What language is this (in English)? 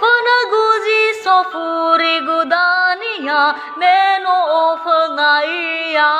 Nias